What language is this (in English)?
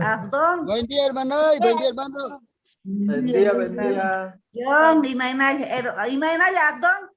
Quechua